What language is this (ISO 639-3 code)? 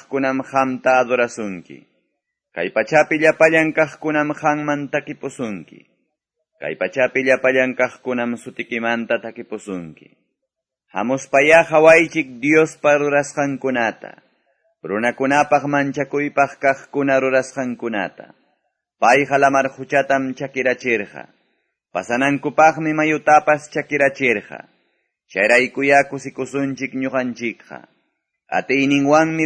que